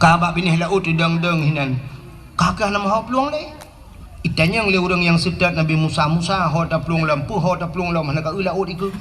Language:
Achinese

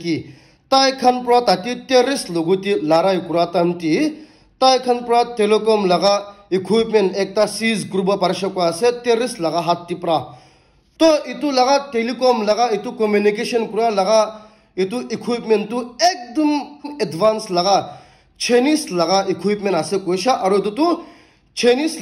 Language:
Naga Pidgin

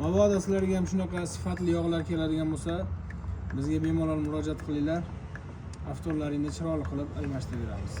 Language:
Uzbek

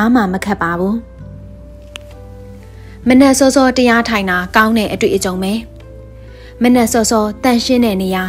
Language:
Burmese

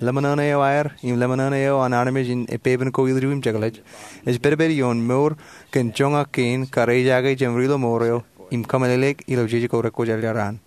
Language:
Marshallese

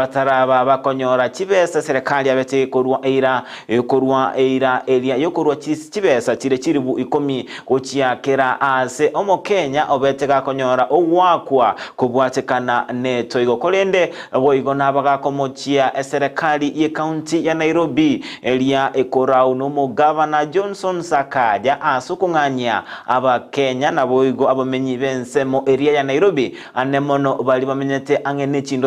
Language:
Gusii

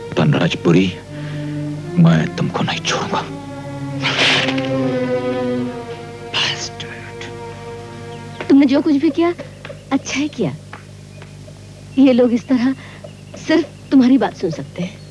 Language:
Hindi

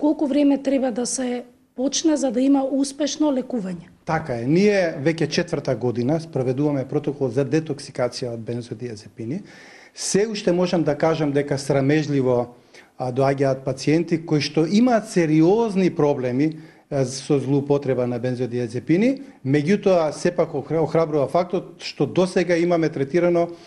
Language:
Macedonian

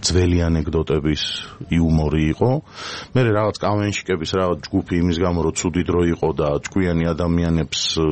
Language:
Georgian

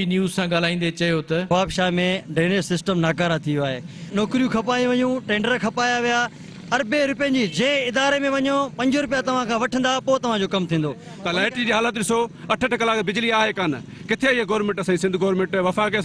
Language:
Sindhi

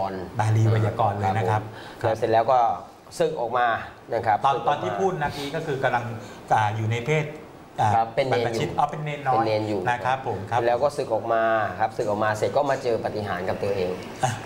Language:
Thai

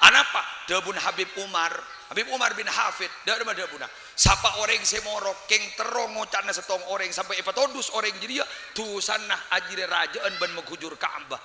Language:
Madurese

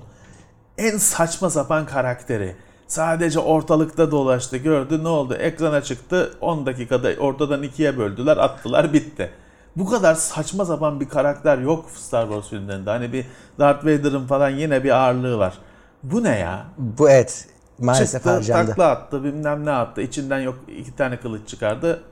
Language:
Turkish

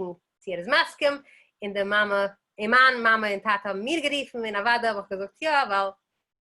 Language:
Yiddish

